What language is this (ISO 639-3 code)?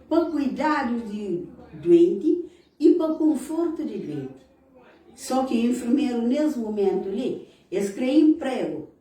kea